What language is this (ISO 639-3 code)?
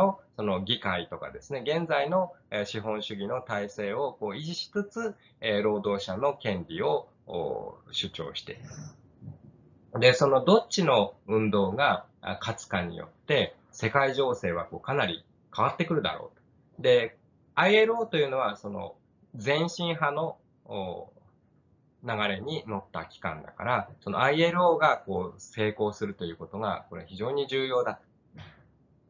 jpn